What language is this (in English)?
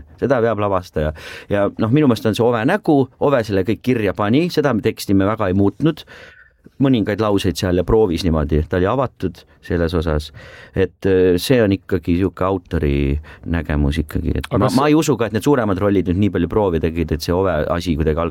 Estonian